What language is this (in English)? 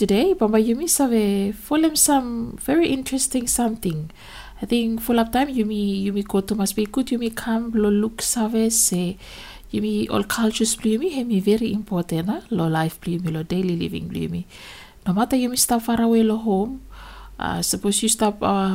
Bislama